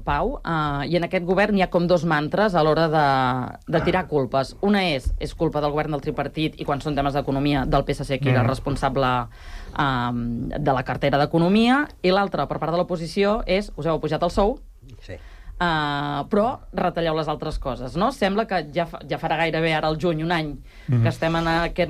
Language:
Catalan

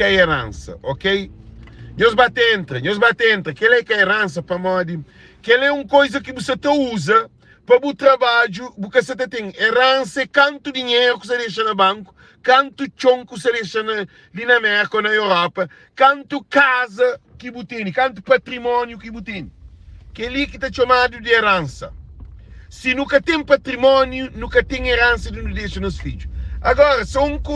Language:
Kabuverdianu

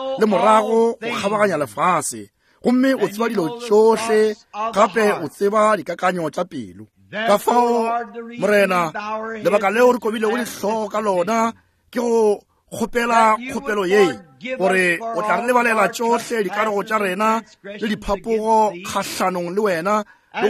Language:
Northern Sotho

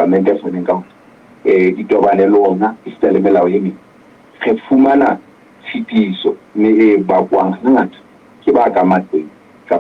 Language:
Southern Sotho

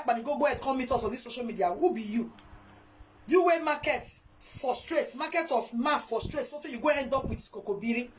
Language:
Nigerian Pidgin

